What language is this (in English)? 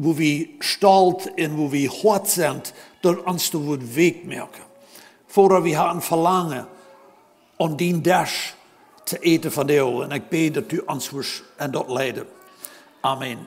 Plautdietsch